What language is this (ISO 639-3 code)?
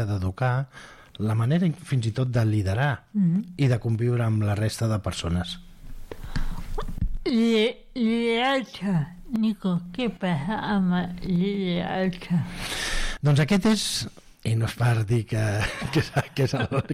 cat